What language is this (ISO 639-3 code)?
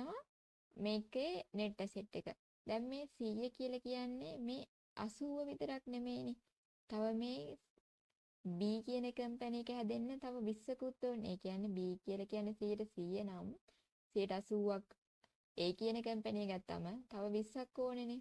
sin